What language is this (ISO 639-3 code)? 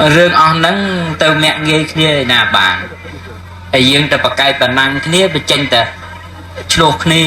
khm